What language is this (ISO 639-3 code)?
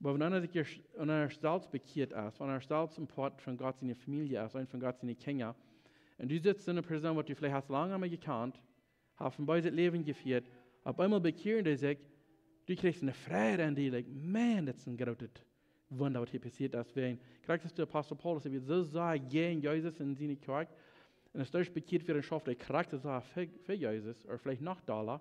pdt